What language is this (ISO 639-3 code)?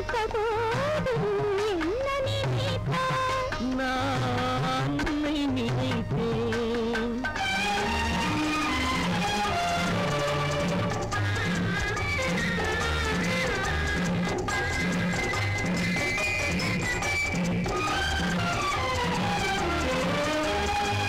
tam